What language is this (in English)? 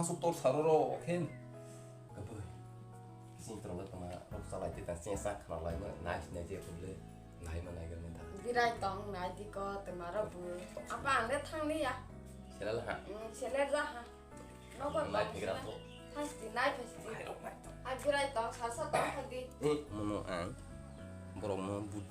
Kok Borok